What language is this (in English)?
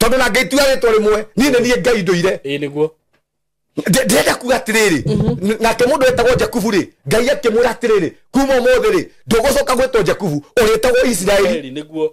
Kikuyu